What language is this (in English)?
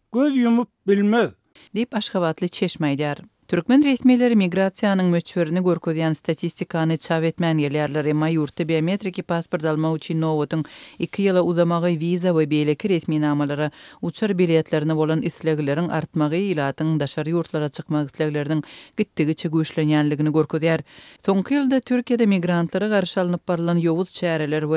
Turkmen